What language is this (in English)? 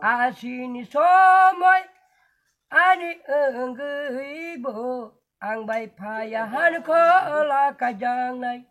Kok Borok